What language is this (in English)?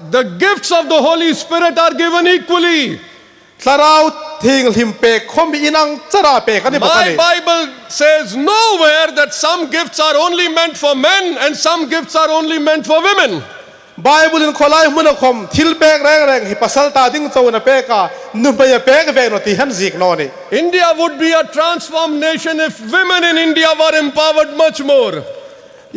Hmar